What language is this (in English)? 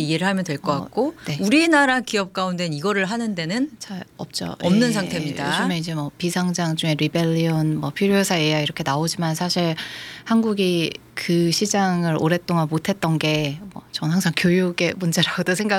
Korean